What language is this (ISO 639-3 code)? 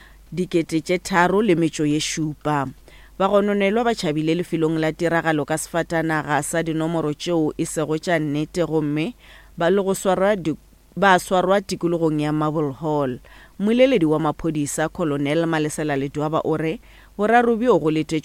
nso